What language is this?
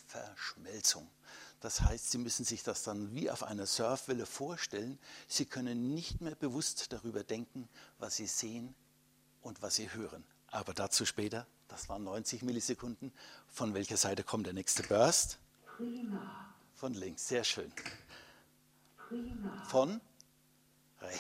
German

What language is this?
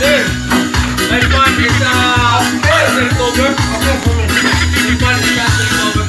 Cebuano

